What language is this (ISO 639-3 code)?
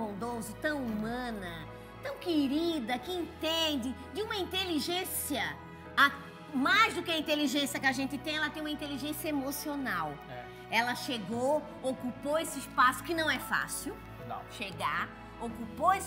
por